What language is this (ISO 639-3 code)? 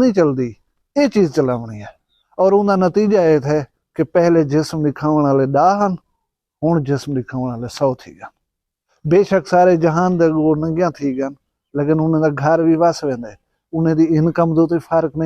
skr